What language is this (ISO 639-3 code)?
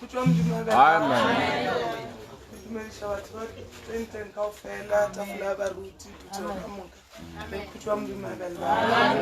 nso